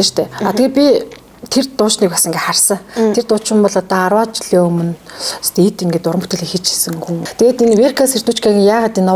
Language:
Mongolian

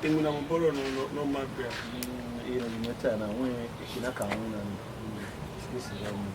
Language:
Bini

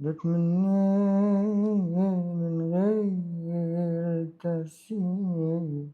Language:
Egyptian Arabic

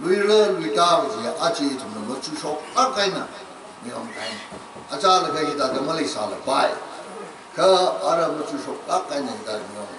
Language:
Tangkhul Naga (India)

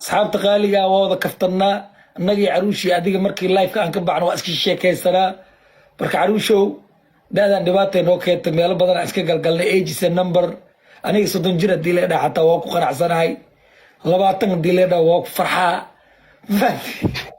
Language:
Somali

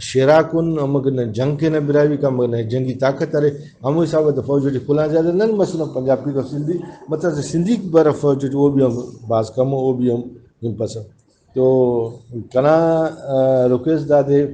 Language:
Brahui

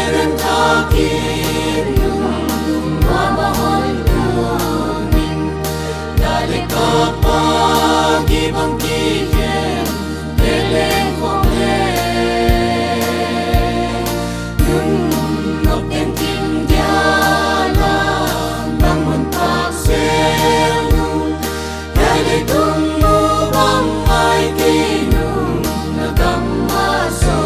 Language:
Paite Chin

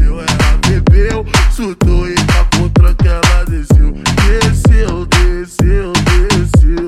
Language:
Portuguese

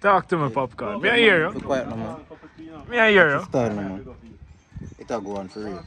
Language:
Jamaican Creole English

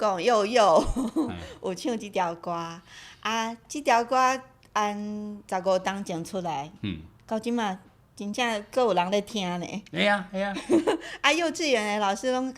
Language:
Min Nan Chinese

